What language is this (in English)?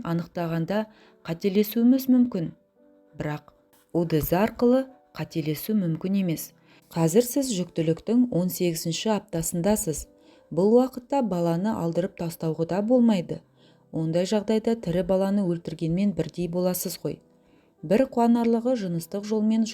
Kazakh